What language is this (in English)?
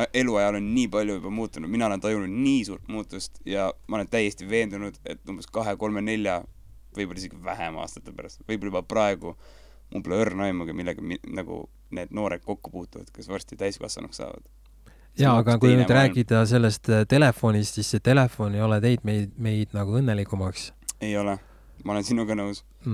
Estonian